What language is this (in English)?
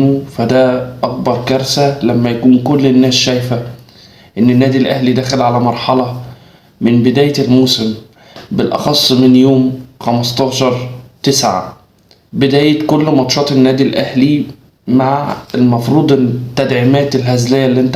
Egyptian Arabic